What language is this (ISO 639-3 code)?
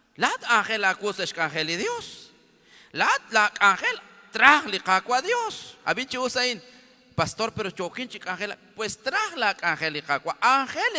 kek